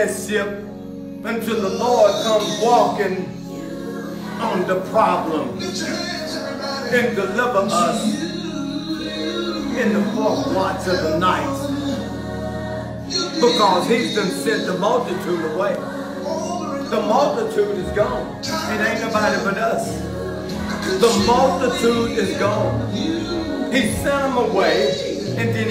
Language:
English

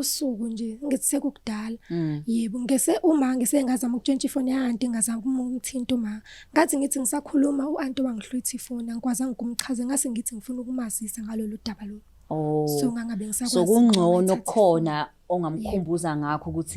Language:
Zulu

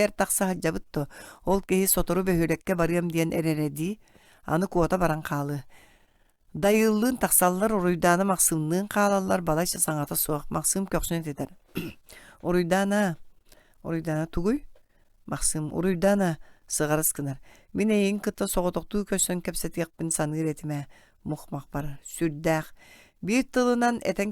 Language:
Yakut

